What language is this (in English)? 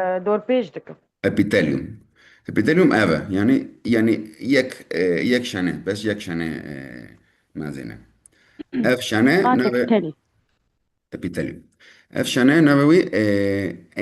Kurdish